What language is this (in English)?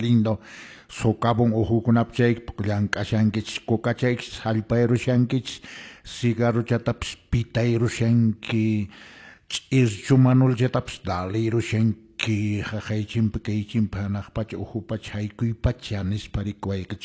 Quechua